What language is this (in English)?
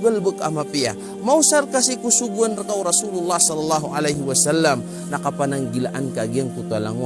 Maranao